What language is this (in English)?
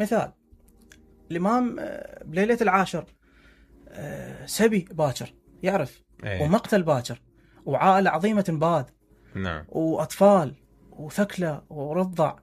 Mesopotamian Arabic